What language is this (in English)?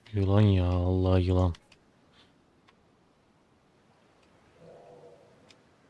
Turkish